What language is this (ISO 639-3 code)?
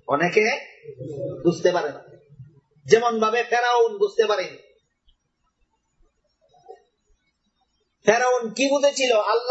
ben